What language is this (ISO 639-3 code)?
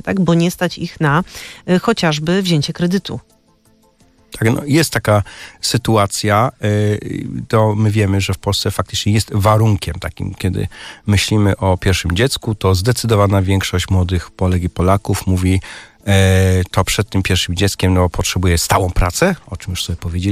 pol